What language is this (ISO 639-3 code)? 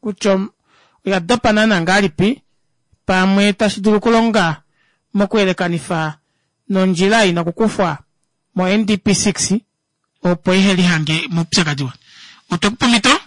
kua